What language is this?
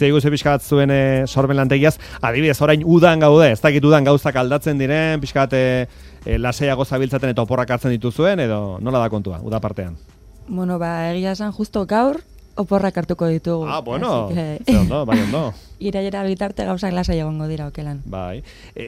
Basque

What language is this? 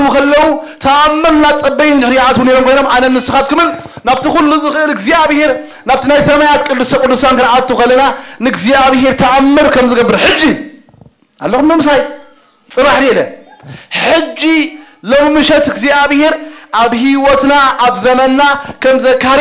Tigrinya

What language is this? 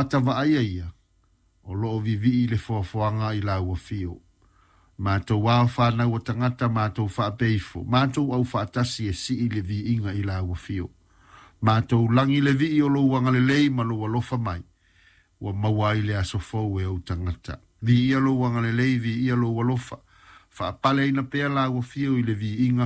Samoan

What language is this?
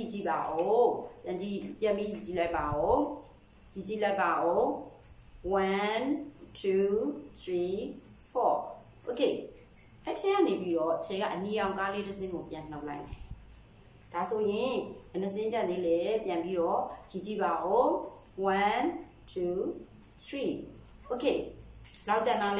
Burmese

